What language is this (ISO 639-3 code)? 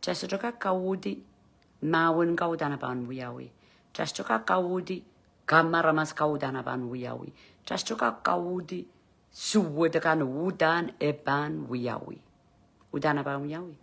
pon